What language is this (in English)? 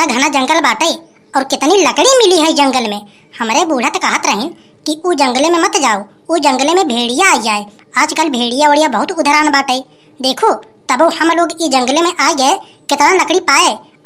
Awadhi